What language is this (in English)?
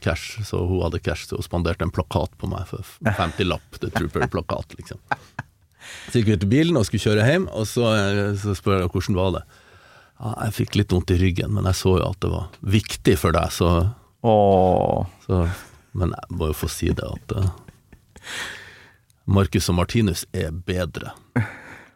Norwegian